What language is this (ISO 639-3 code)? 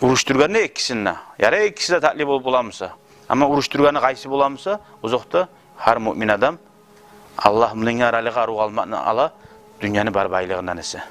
kum